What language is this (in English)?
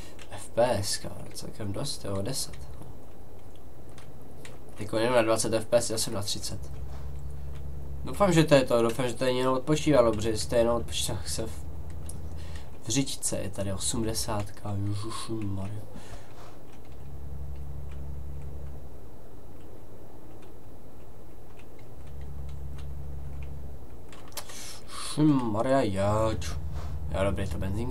Czech